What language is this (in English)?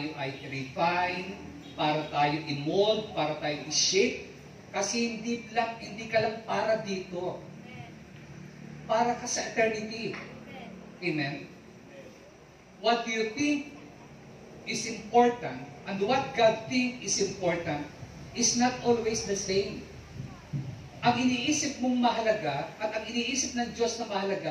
Filipino